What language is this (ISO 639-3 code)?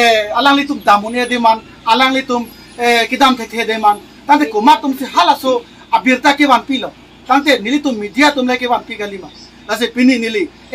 mjw